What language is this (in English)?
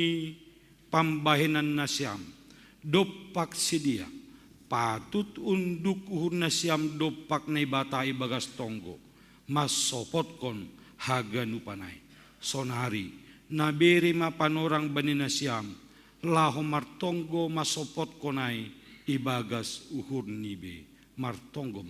Batak Simalungun